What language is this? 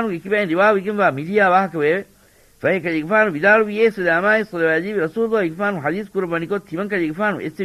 Divehi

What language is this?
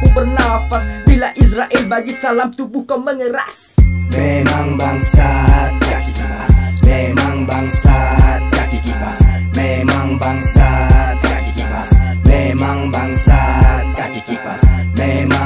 Malay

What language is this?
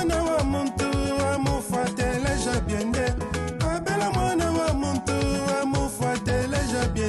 Luba-Lulua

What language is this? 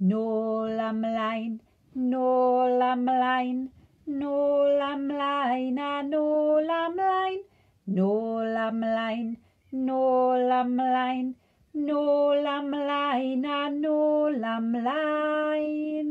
Welsh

